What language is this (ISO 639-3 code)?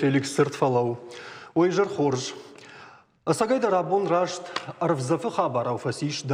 oss